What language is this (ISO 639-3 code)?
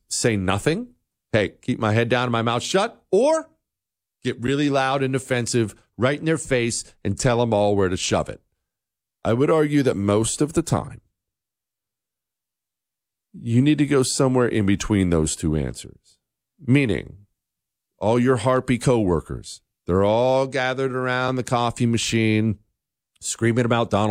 eng